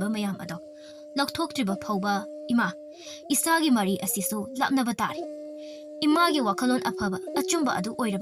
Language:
Manipuri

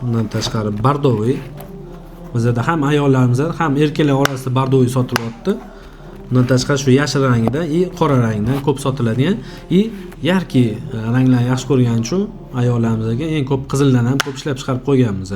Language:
Uzbek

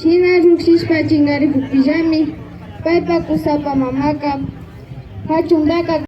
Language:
Imbabura Highland Quichua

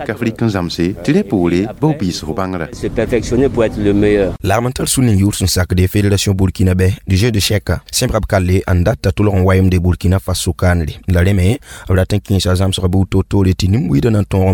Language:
Mossi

